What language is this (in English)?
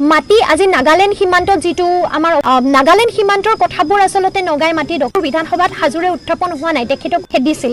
Assamese